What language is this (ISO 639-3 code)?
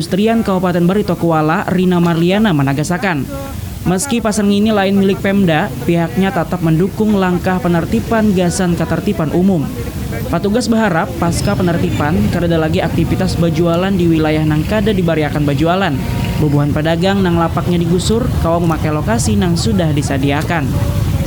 bjn